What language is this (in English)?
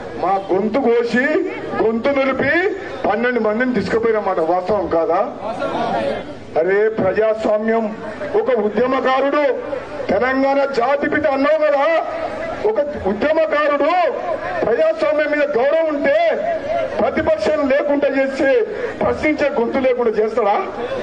Telugu